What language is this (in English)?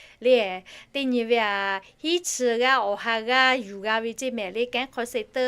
Lahu